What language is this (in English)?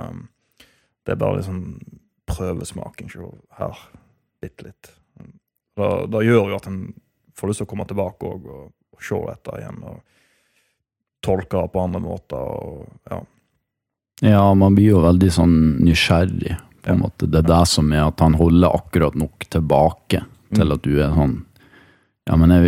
Norwegian